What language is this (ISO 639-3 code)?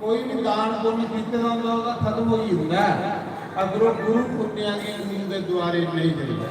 doi